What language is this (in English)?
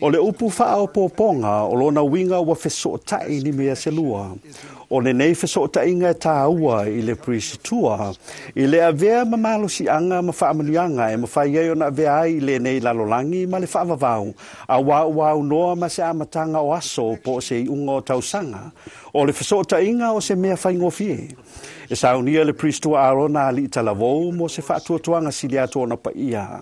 Samoan